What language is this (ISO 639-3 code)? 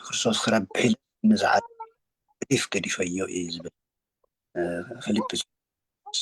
tir